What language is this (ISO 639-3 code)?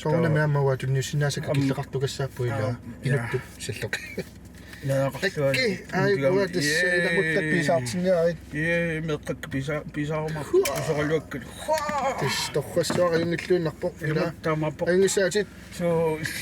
kal